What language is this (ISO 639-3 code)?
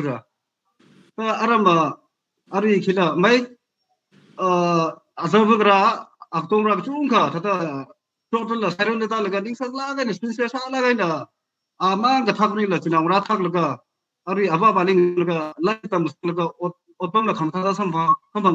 nmf